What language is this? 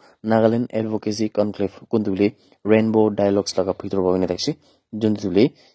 Naga Pidgin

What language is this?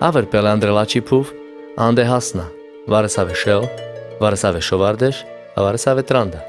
Carpathian Romani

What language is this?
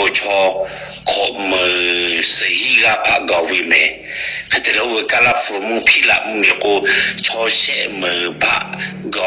Lahu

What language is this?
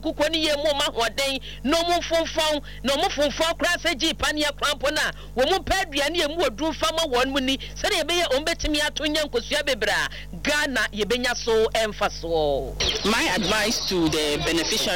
Akan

